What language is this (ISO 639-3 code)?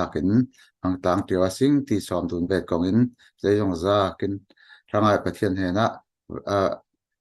cfm